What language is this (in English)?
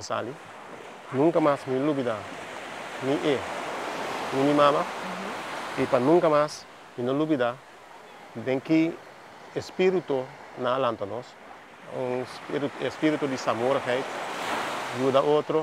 Papiamento